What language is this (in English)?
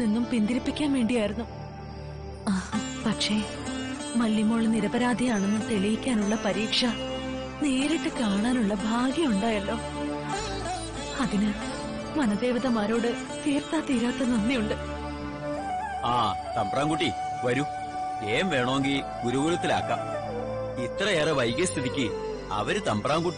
Malayalam